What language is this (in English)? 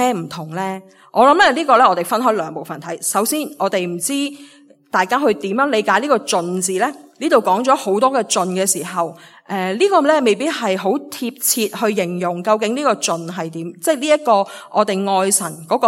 Cantonese